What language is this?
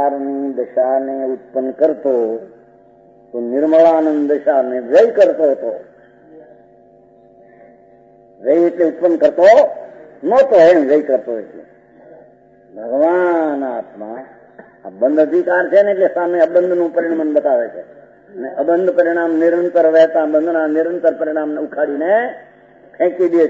Gujarati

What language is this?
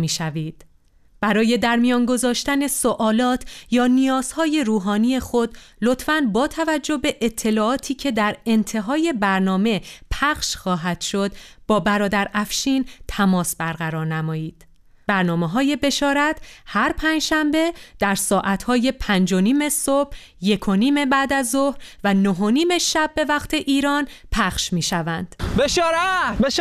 Persian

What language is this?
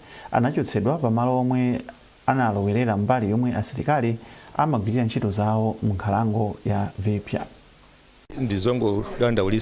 Nyanja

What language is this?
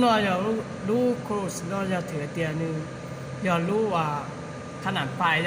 Hmong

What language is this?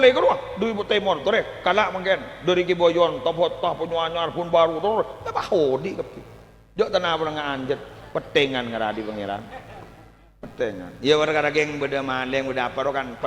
Madurese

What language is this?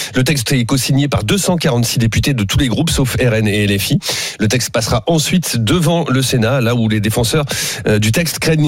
French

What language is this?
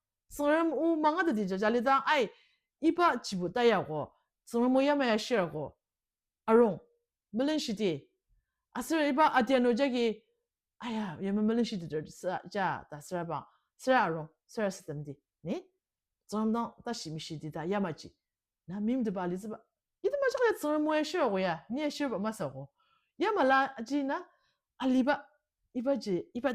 Ao Naga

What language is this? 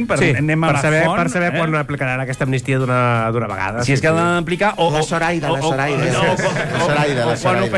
Catalan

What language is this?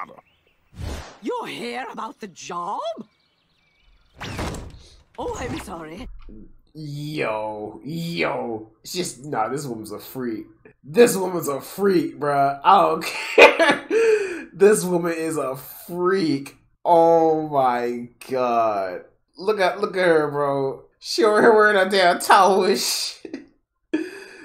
English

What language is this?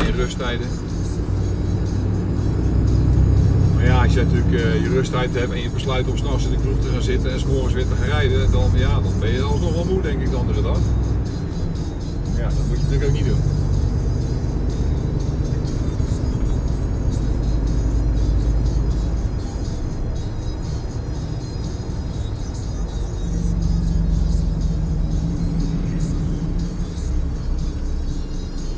Dutch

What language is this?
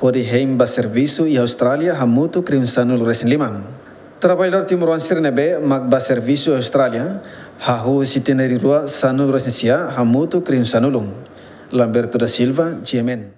Tetum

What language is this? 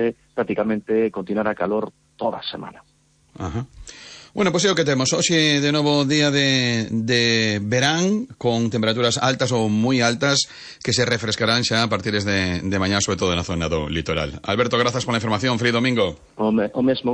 Galician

